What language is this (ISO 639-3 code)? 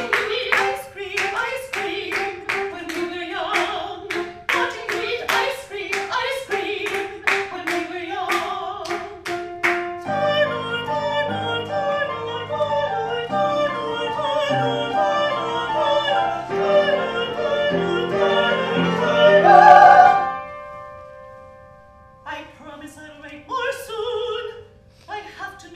eng